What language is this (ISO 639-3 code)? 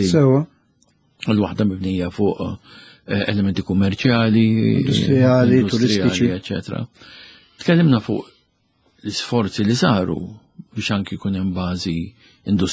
mlt